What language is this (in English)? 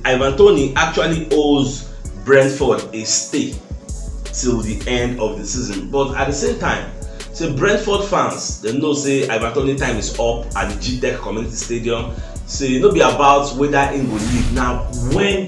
Nigerian Pidgin